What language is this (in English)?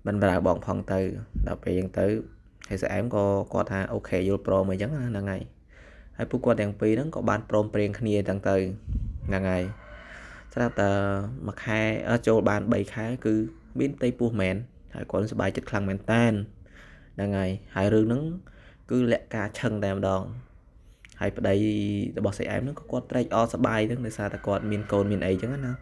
Khmer